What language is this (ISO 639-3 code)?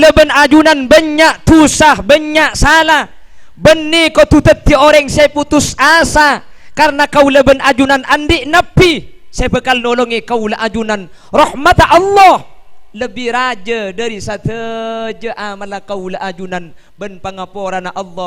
mad